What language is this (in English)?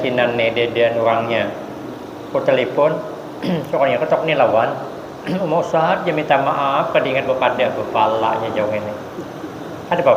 Banjar